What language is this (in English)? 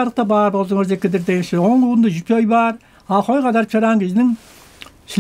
Tuvinian